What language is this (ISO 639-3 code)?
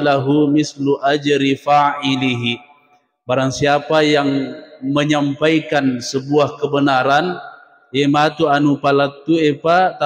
bug